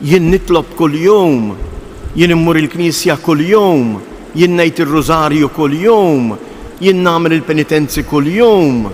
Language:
Maltese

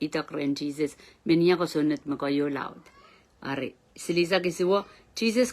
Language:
Pohnpeian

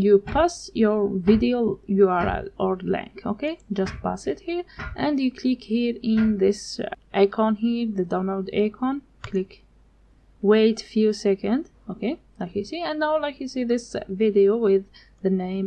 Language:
English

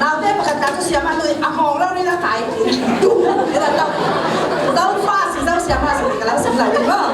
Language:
Falam Chin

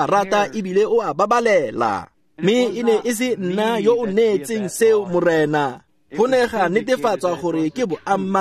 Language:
Tswana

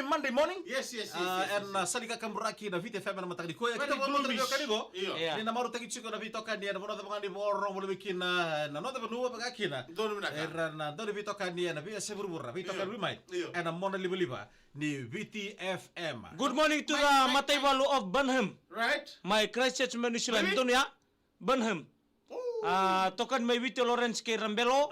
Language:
Fijian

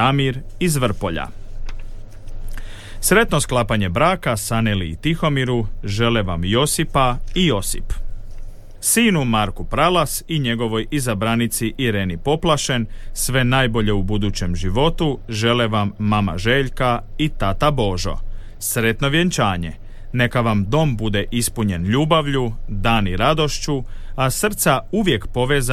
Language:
Croatian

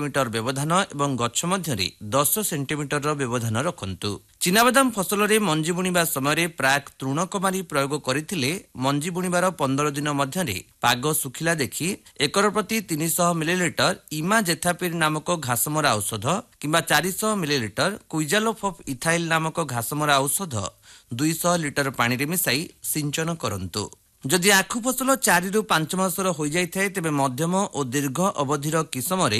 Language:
Odia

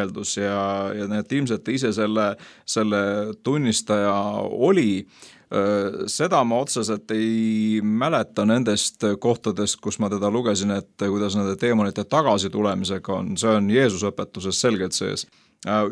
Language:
Estonian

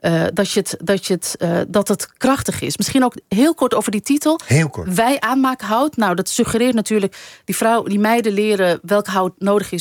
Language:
Dutch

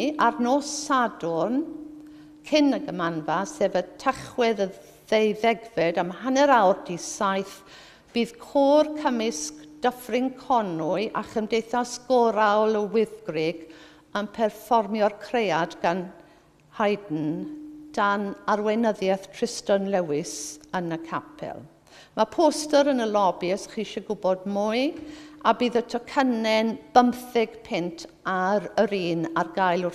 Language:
Welsh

